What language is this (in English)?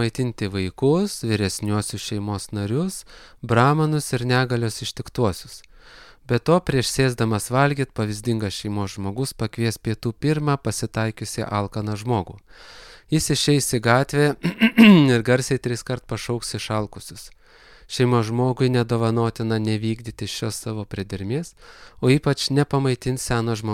Lithuanian